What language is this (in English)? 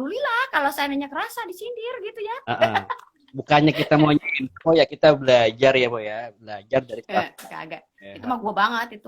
Betawi